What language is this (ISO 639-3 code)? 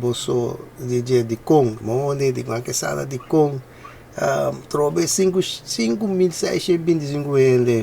pap